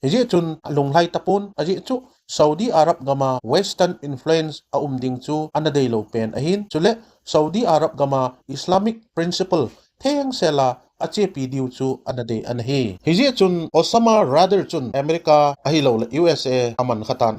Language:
Thado Chin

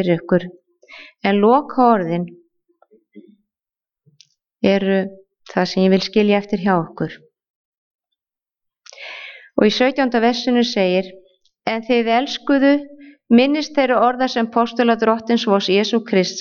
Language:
Icelandic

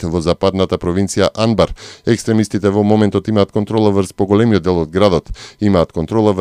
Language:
Macedonian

